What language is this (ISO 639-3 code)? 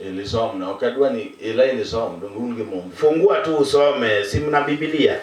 luo